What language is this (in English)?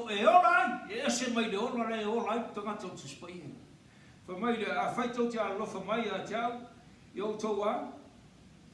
Samoan